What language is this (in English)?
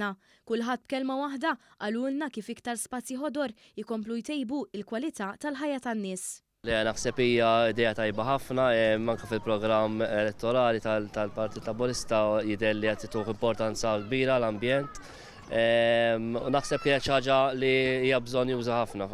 Maltese